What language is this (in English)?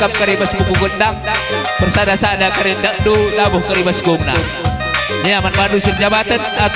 Batak Karo